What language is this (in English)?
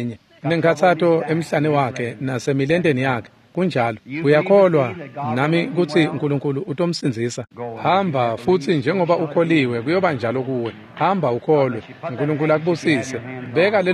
Swati